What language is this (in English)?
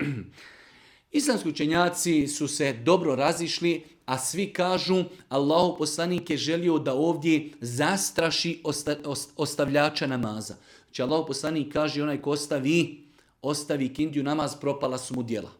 Bosnian